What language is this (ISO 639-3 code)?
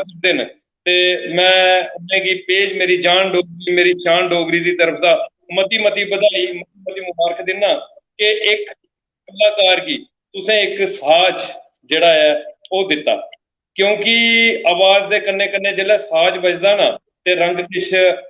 doi